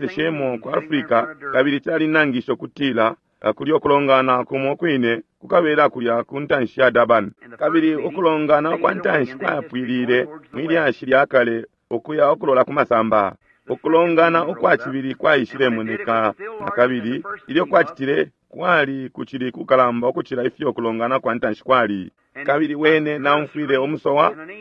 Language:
Bemba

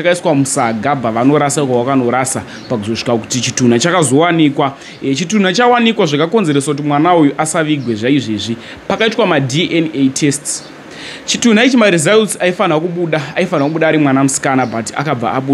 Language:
Shona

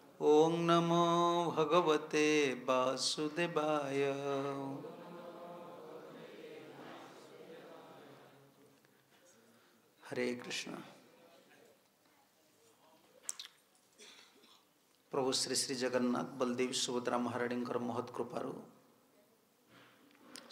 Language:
Odia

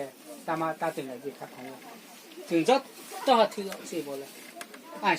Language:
Riang (India)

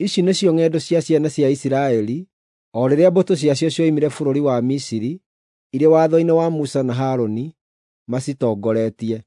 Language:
Kikuyu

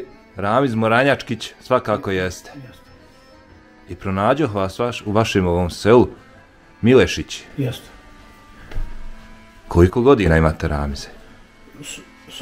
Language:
Bosnian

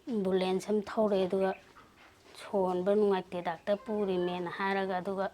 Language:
Manipuri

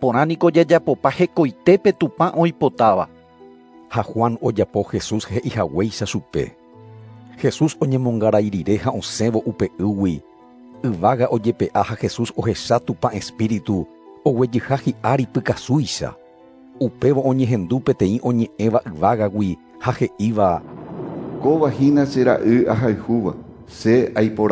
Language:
Guarani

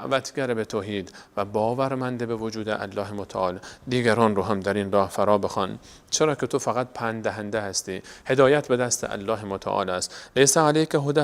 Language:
Persian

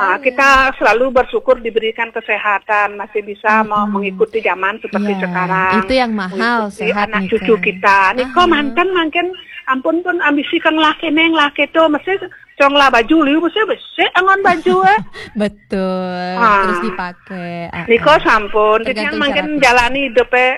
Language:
Balinese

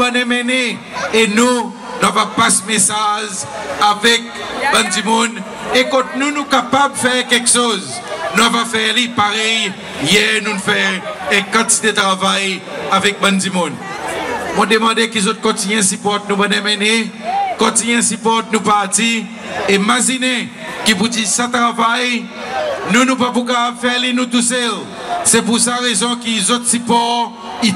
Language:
Seselwa Creole French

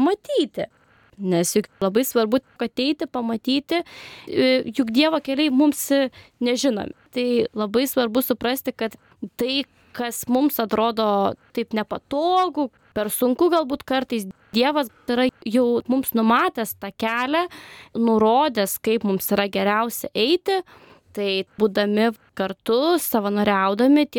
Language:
Lithuanian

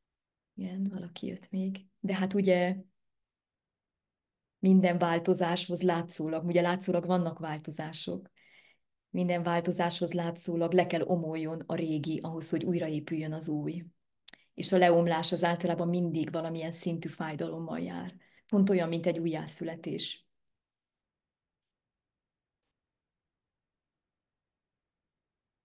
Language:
Hungarian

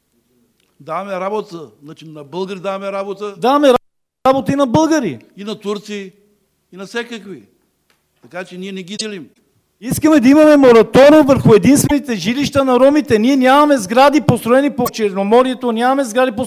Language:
Bulgarian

